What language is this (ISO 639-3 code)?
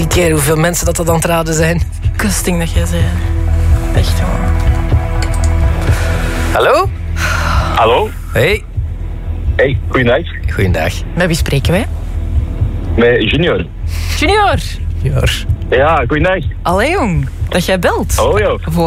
nld